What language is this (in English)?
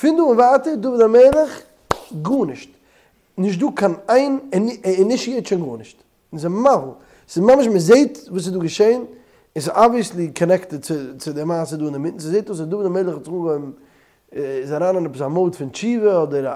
Yiddish